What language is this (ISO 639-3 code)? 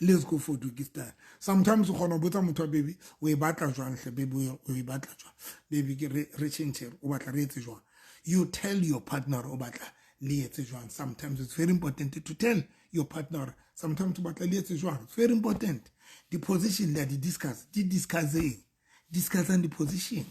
sot